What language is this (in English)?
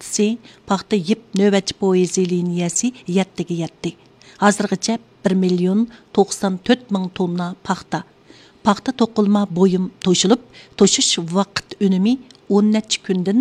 Uyghur